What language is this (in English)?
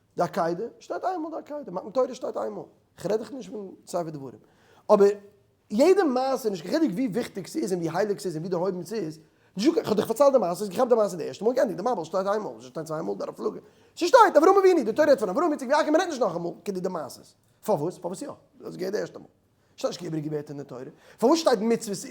Yiddish